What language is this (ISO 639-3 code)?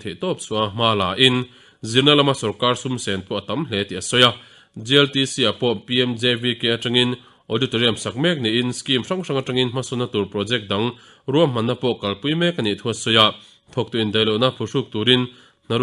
lus